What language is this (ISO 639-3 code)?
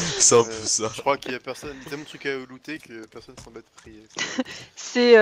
fra